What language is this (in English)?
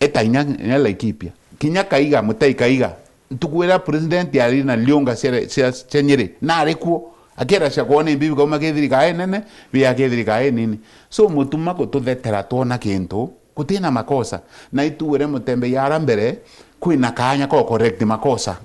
Meru